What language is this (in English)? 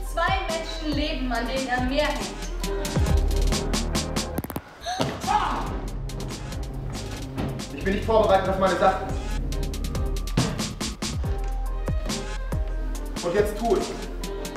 German